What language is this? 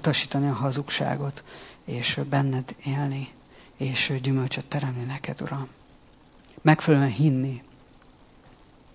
Hungarian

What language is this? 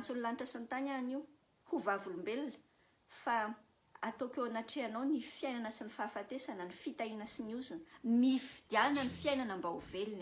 Malagasy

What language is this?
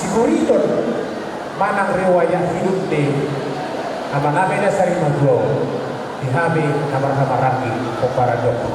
Batak Toba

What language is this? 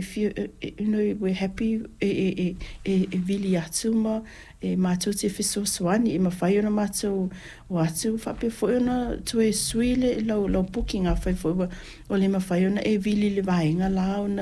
Samoan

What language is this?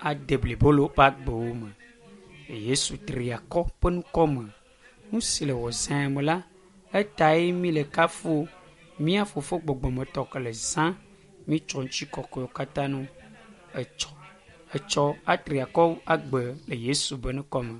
Ewe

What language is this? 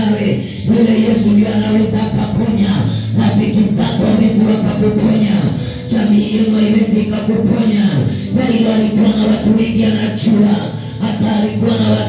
Swahili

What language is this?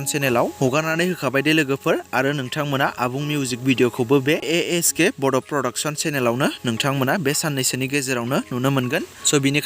Bodo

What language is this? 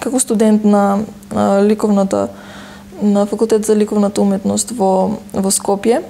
Macedonian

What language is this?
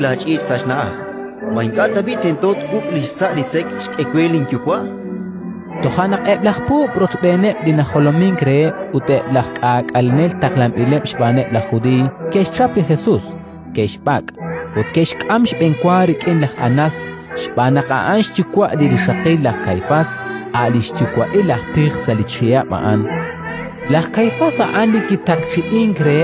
Kekchí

